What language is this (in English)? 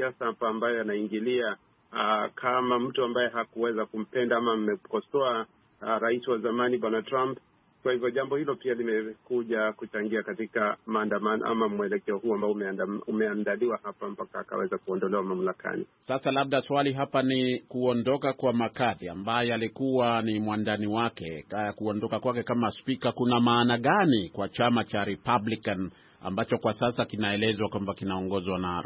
Swahili